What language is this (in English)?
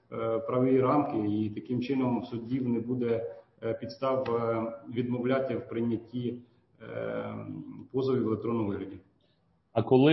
Ukrainian